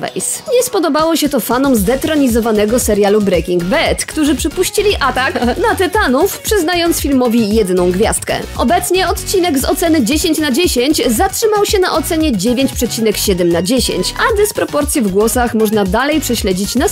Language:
Polish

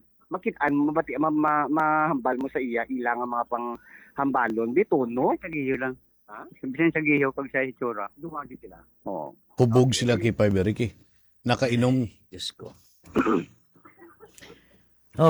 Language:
Hiligaynon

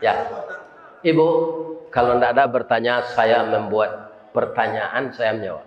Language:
Minangkabau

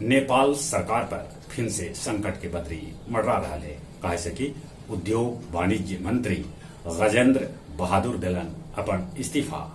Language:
Magahi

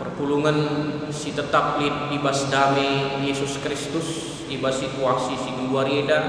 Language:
Batak Karo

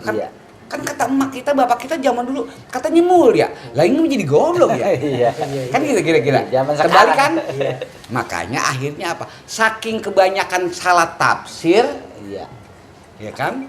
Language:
Betawi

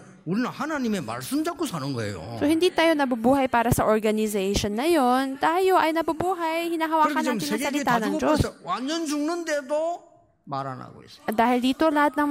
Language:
Filipino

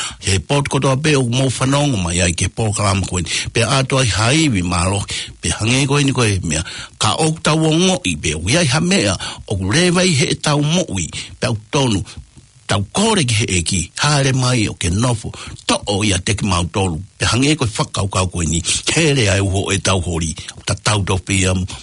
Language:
Tongan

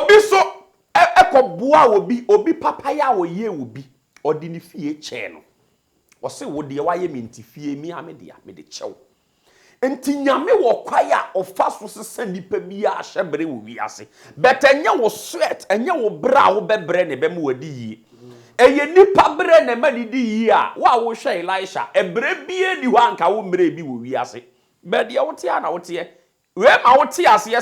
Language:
Akan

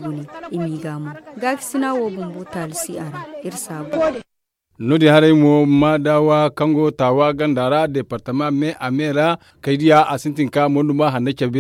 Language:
Zarma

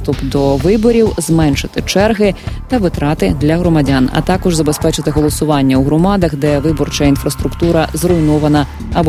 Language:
Ukrainian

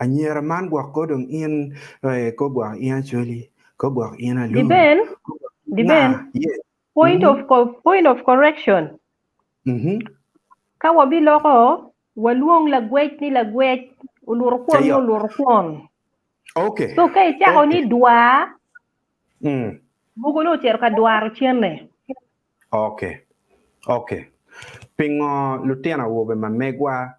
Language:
Acoli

